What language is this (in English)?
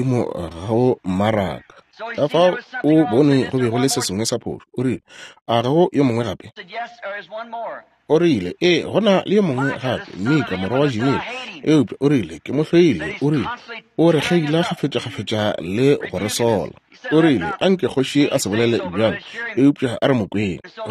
Northern Sotho